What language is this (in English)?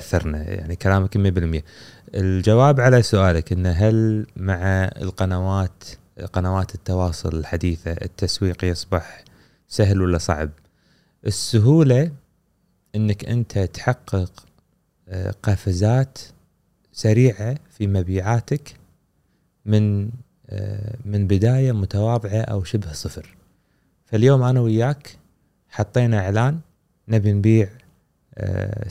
Gulf Arabic